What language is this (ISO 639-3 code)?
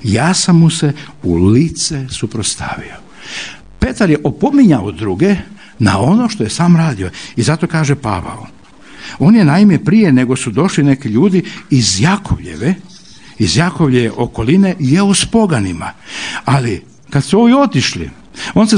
hrv